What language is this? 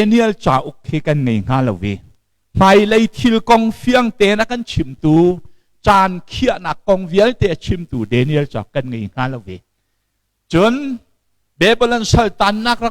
Hakha Chin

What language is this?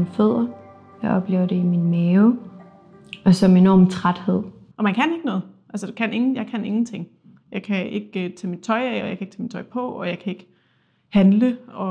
Danish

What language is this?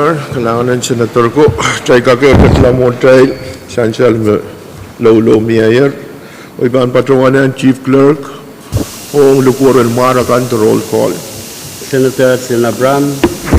Pohnpeian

